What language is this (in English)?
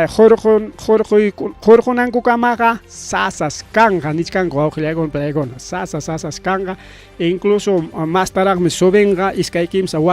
Ayacucho Quechua